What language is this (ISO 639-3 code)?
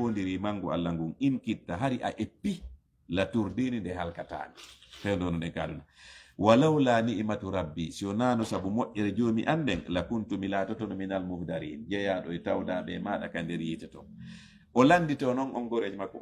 ful